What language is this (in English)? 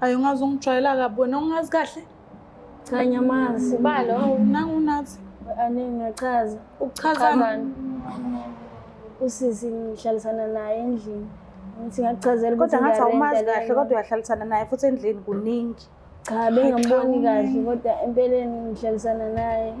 Zulu